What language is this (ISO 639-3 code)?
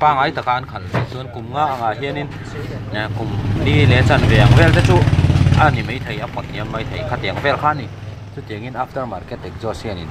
lus